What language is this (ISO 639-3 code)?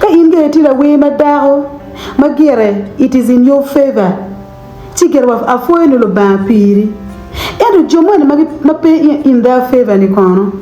ach